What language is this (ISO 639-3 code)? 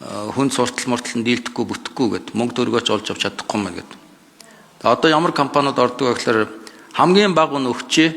mon